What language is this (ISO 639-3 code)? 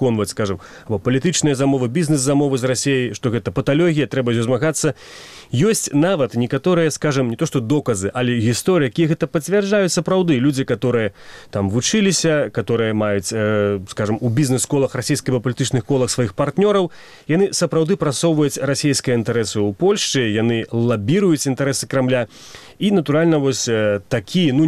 bel